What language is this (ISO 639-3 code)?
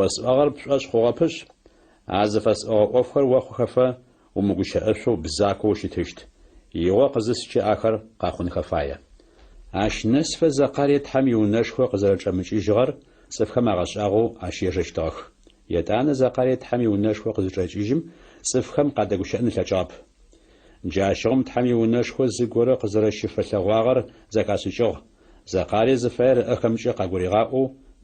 ady